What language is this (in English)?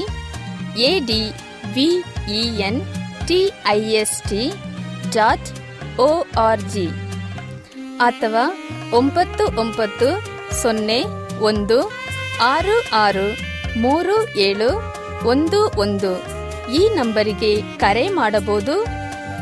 Kannada